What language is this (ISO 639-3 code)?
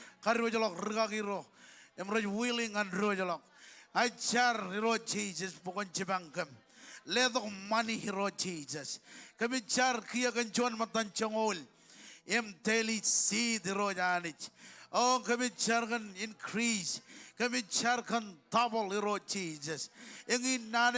mah